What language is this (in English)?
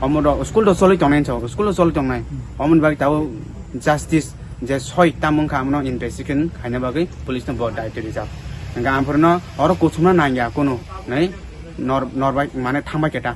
Kok Borok